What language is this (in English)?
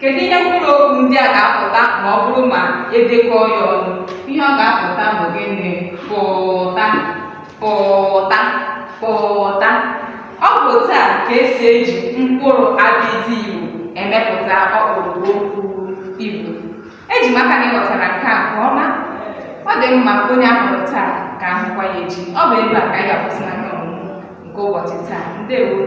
Igbo